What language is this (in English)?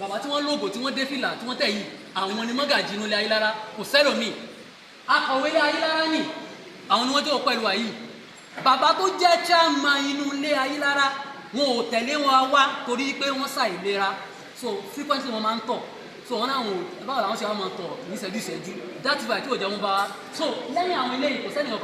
Yoruba